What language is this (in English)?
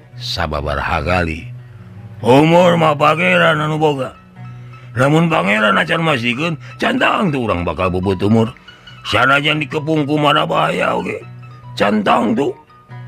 Sundanese